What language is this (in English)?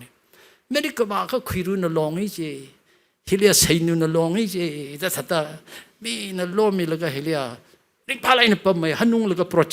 Tangkhul Naga (India)